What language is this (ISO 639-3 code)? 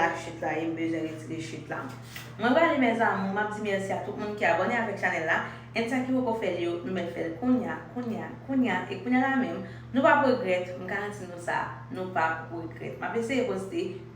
hat